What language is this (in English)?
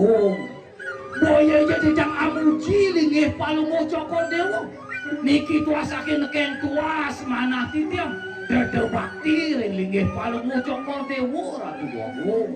Balinese